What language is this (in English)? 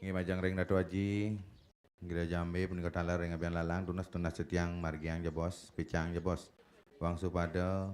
Balinese